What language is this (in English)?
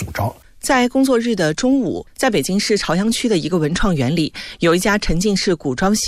Chinese